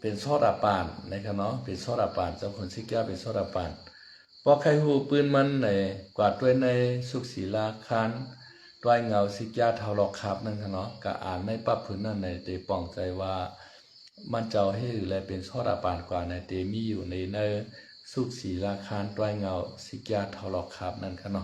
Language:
Shan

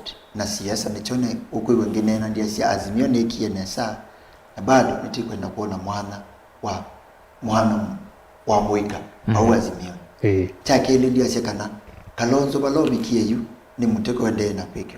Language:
Kamba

